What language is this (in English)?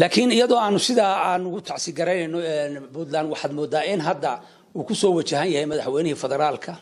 Somali